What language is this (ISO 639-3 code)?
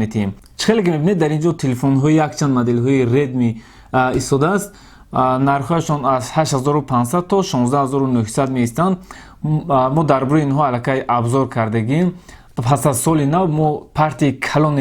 tgk